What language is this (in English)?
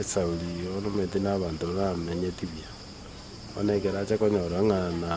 Gusii